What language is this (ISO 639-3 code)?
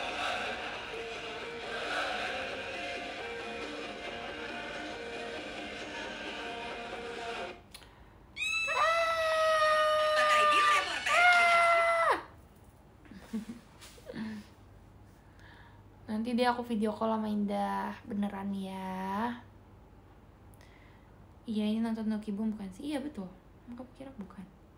ind